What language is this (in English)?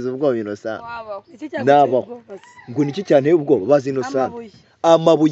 Kinyarwanda